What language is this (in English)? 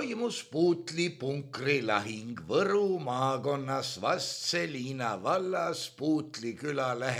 Estonian